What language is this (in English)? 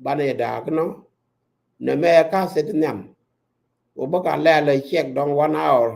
Nuer